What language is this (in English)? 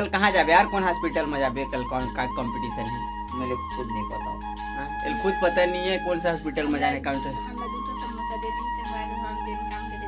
Chhattisgarhi